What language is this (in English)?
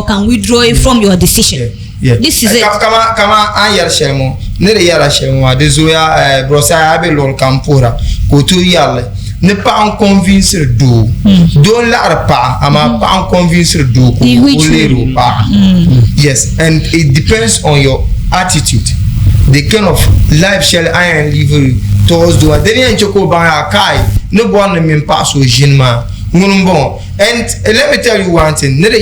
Dagbani